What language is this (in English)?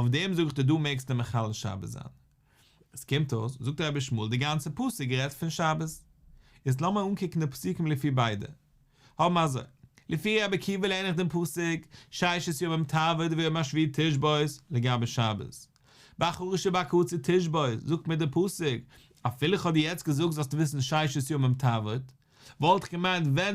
Yiddish